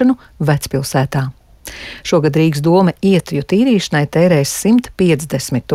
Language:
Latvian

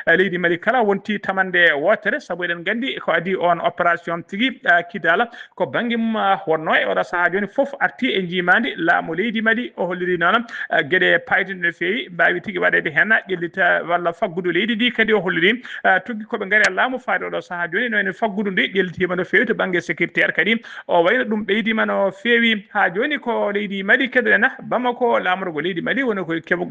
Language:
Fula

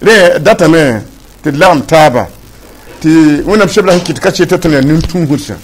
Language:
Mossi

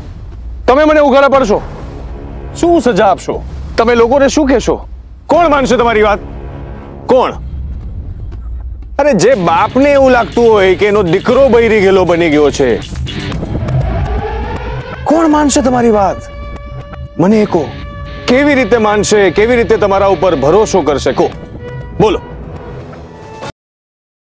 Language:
Gujarati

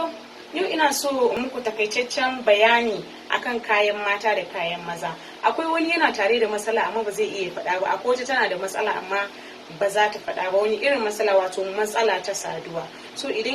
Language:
Hausa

